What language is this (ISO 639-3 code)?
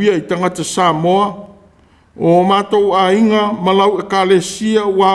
smo